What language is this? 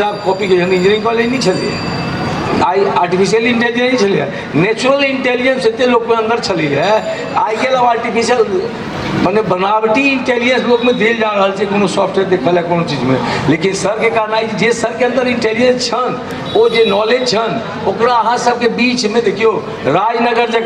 Maithili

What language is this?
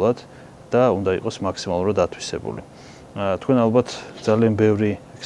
Georgian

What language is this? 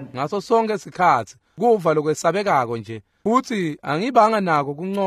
Swati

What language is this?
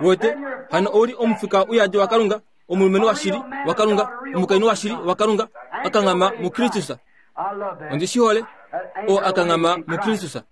Kuanyama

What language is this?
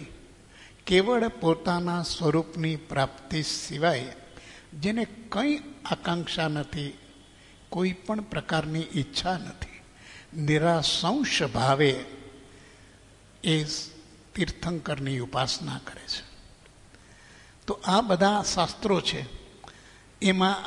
Gujarati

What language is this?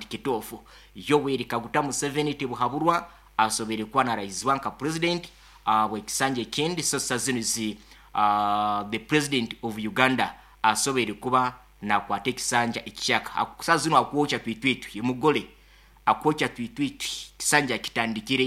Nyoro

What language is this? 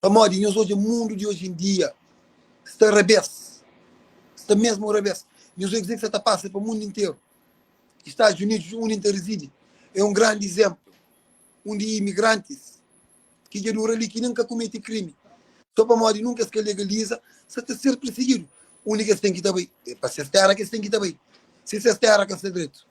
Kabuverdianu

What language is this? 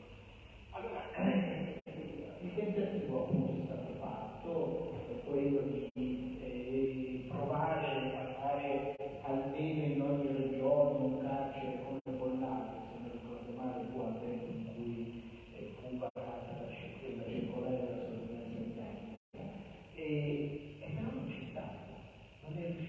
Italian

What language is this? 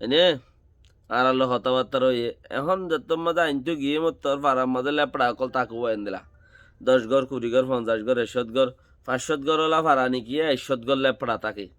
Rohingya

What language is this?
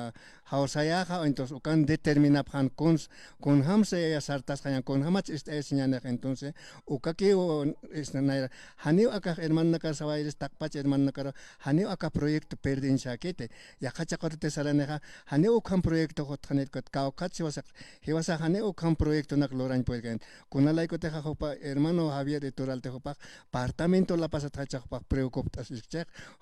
Aymara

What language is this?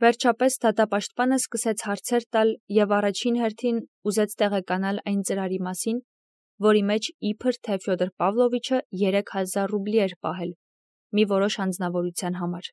Armenian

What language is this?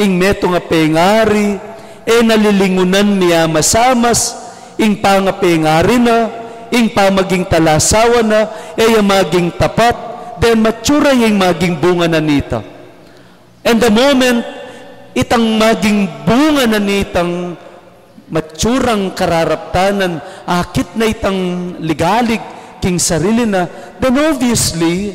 Pampanga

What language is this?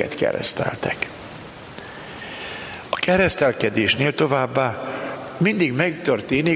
Hungarian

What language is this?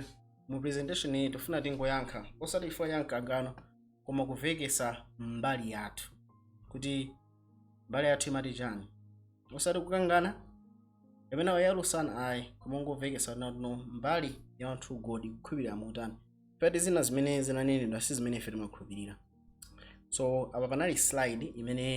Nyanja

